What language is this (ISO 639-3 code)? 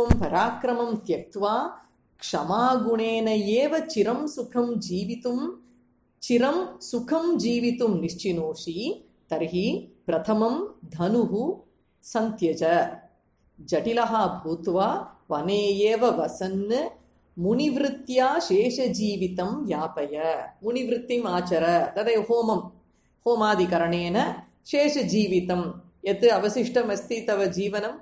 san